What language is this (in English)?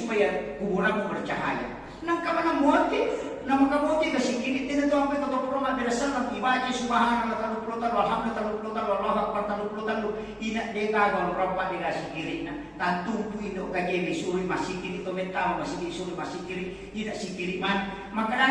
Buginese